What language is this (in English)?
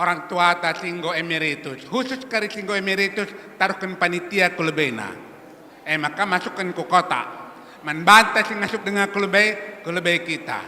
Batak Karo